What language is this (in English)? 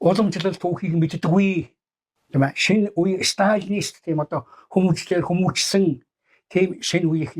Mongolian